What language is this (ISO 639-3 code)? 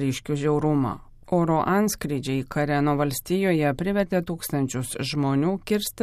lit